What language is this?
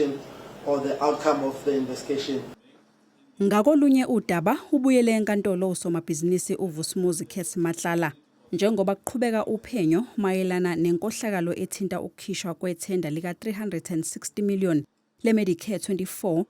Zulu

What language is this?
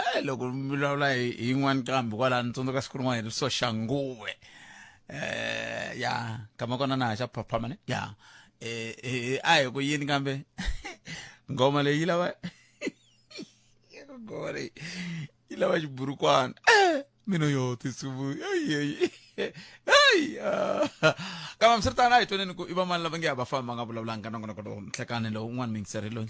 Tsonga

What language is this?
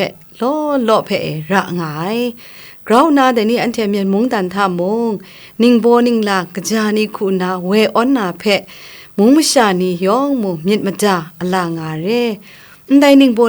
Kachin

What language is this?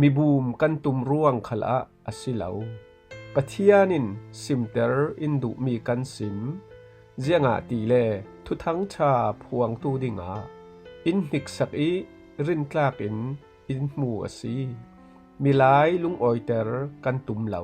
Falam Chin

